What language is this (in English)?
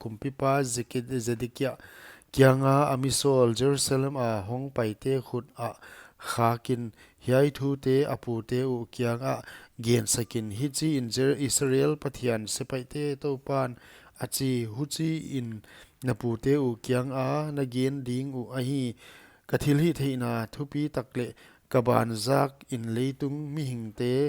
Paite Chin